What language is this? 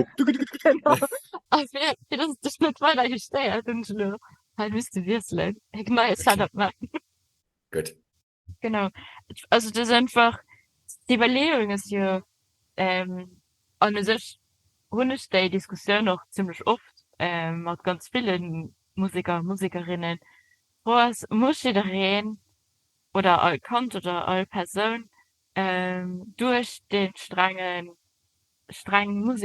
Luxembourgish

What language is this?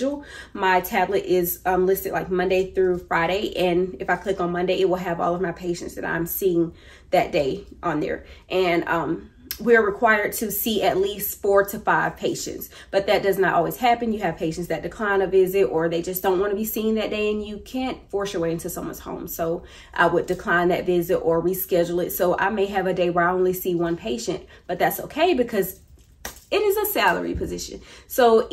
English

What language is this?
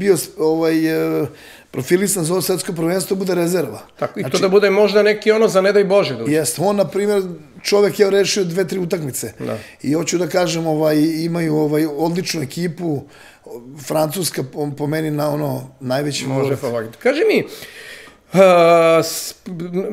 Serbian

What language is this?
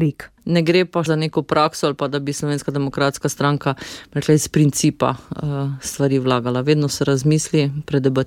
Slovenian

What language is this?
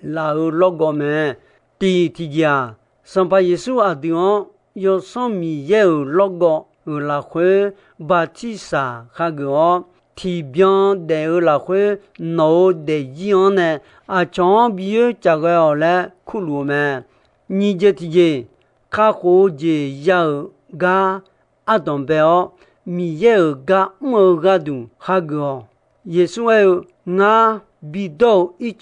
Akha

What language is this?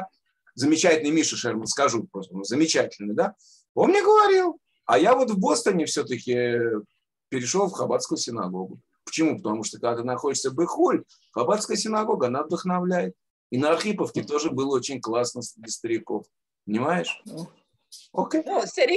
Russian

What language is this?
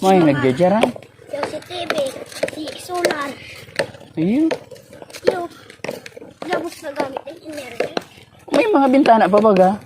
Bikol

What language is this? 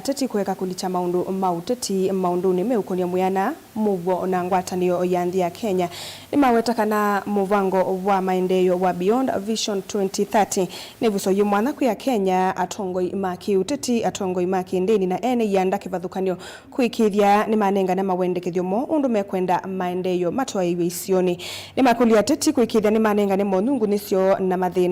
Kamba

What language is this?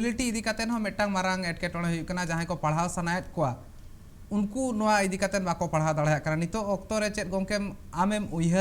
Santali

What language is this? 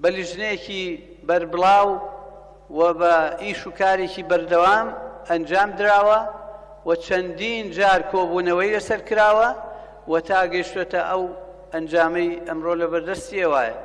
Central Kurdish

